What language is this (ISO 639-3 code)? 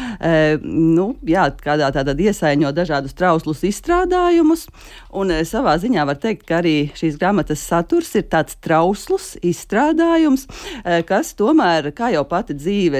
lav